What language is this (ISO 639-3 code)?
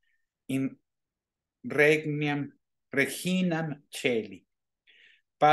lat